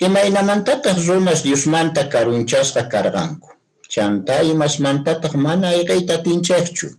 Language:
Quechua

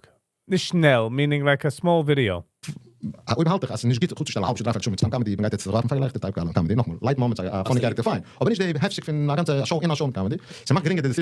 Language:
Yiddish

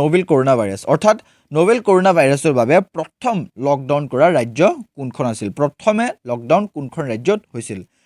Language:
Assamese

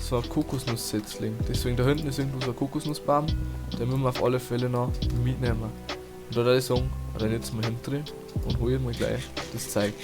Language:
Bavarian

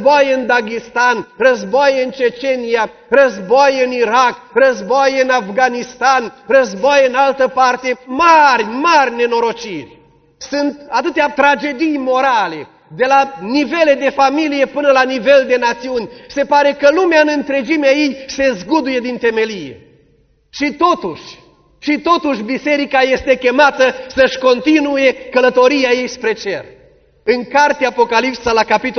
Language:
Romanian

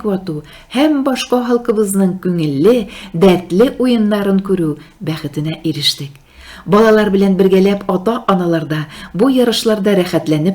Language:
Tatar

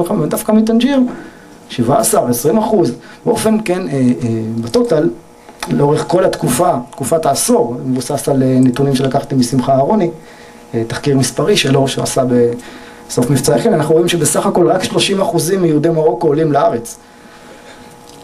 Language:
Hebrew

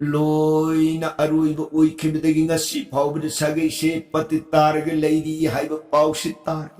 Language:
Manipuri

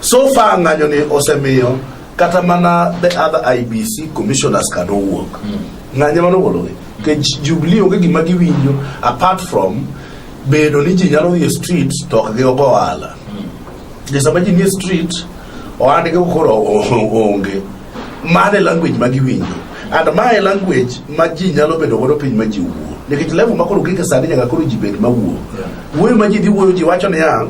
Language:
Luo (Kenya and Tanzania)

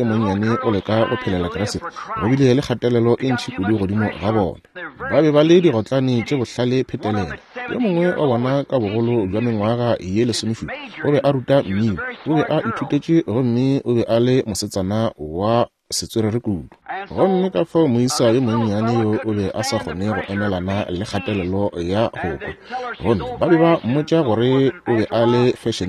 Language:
Northern Sotho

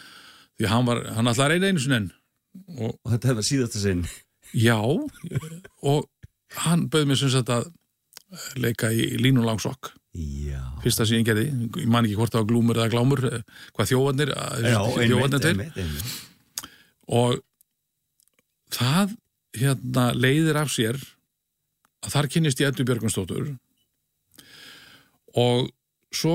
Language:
Icelandic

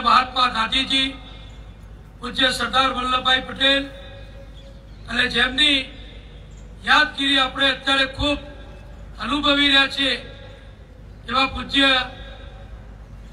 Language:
Gujarati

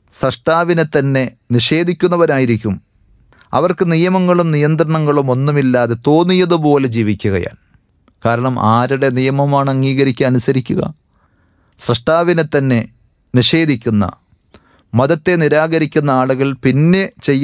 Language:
Malayalam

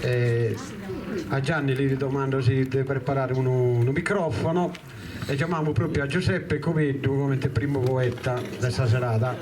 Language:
Sardinian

